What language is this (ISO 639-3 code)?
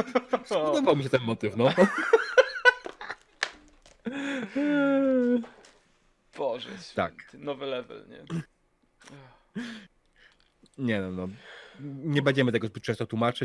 pol